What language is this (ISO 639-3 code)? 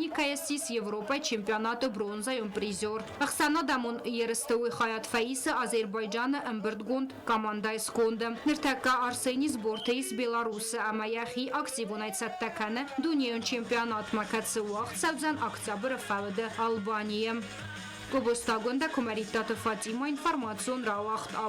oss